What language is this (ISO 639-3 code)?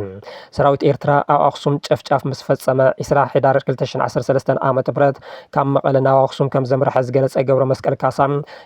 tir